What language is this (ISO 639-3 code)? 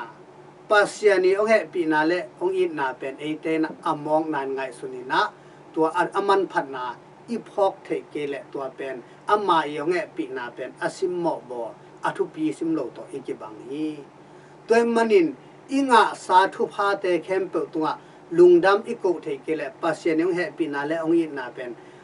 ctd